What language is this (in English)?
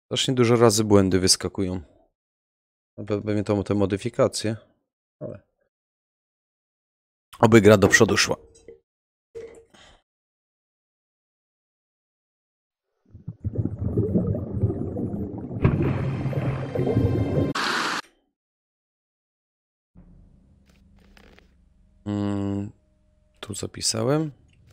Polish